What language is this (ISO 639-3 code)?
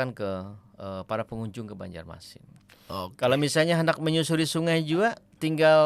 bjn